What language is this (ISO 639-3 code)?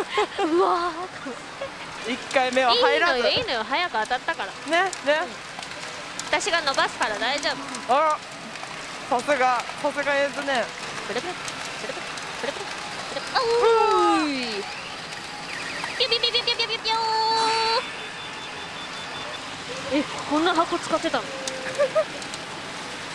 jpn